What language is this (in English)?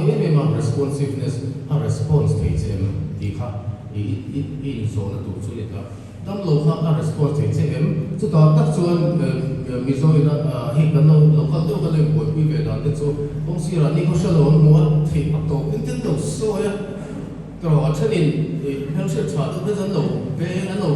Mizo